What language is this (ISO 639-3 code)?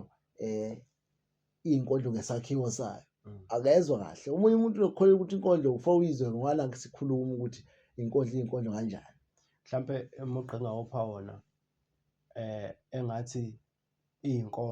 zul